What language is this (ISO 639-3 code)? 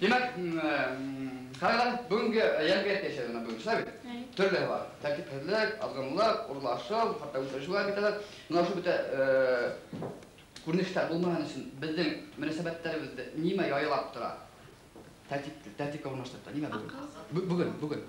bak